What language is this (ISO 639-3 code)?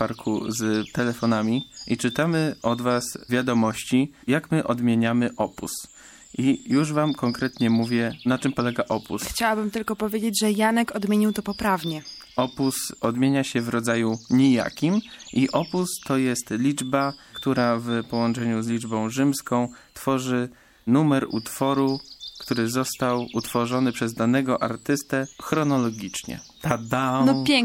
pol